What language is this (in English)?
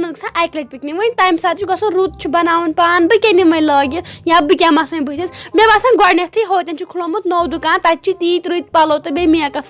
Kashmiri